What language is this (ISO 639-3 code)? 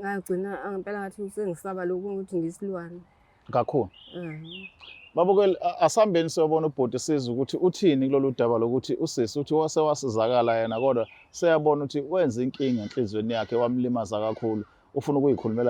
zul